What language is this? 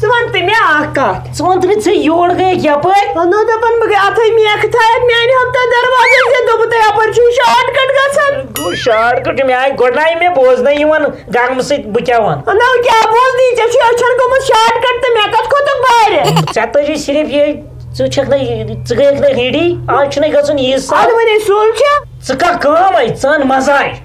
Kashmiri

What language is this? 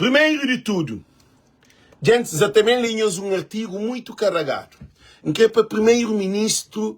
Kabuverdianu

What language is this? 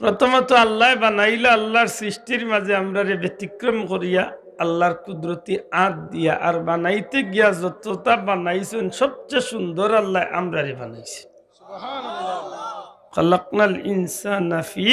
Sylheti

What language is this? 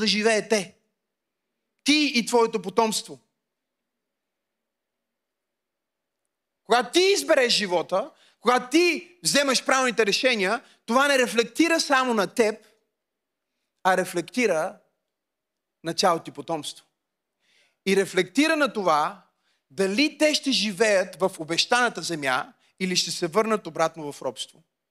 Bulgarian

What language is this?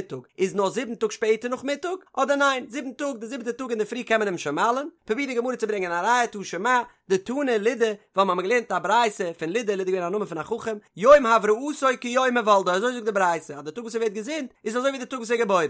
Yiddish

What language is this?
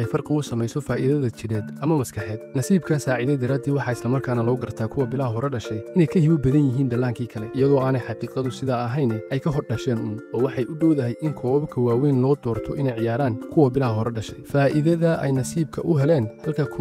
Somali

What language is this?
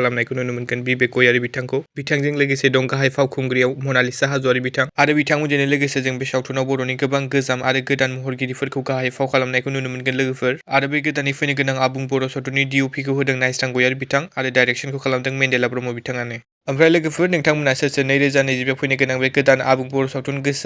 Bodo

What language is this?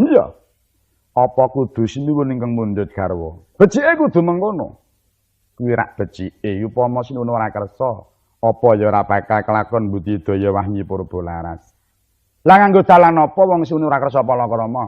Javanese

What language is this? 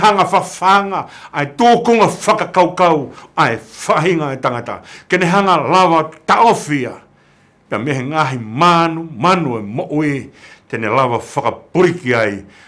Tongan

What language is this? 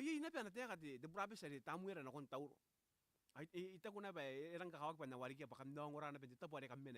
Gilbertese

